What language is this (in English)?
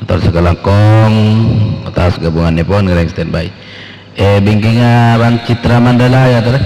Madurese